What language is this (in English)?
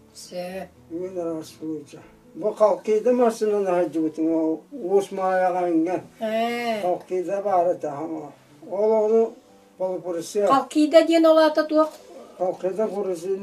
Yakut